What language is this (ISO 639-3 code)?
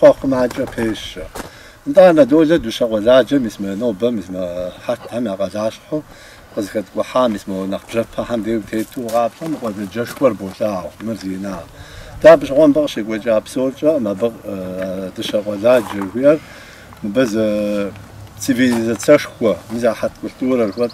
kbd